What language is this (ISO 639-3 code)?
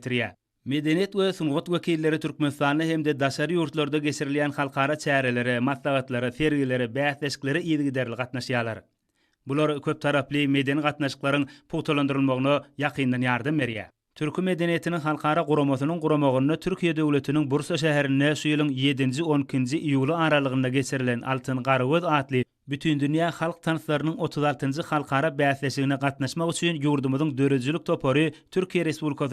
tuk